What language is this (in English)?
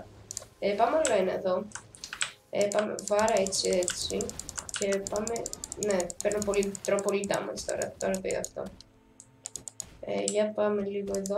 Greek